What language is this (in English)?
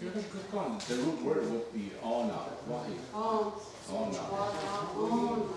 Mohawk